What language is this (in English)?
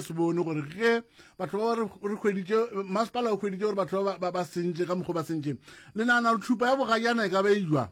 Northern Sotho